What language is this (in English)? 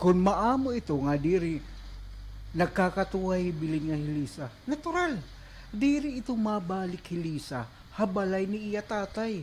Waray